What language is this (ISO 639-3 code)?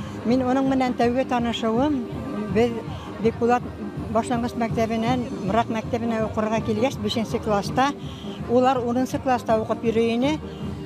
bak